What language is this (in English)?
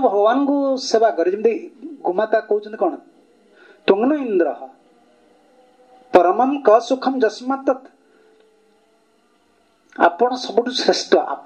Odia